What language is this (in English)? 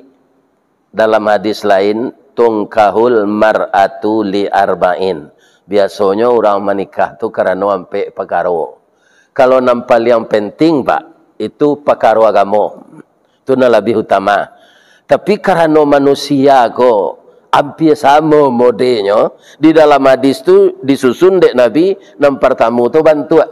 Minangkabau